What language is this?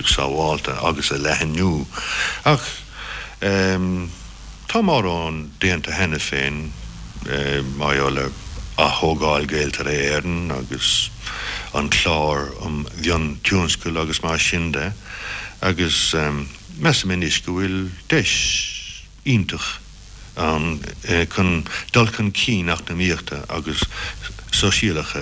Irish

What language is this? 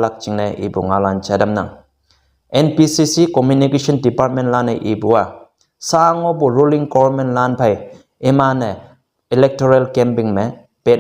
Konyak Naga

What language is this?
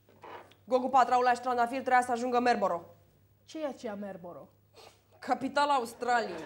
Romanian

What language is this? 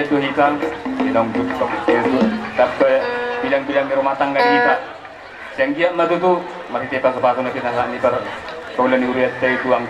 Batak Toba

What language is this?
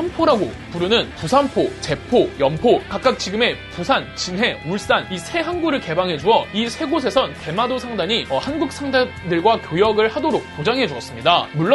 Korean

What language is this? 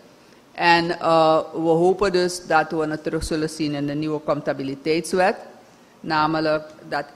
Dutch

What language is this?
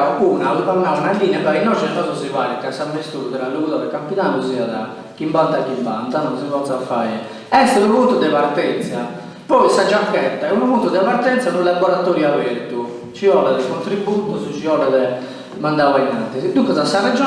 Sardinian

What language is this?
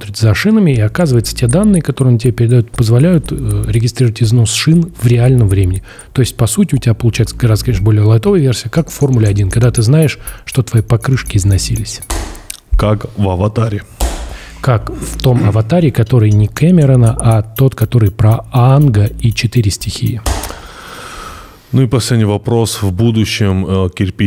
Russian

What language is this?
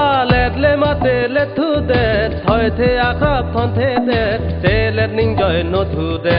Karbi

